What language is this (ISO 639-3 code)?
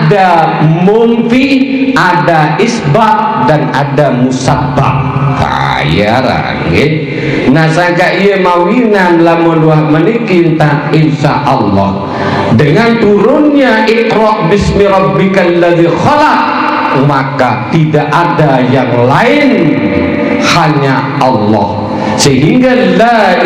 sas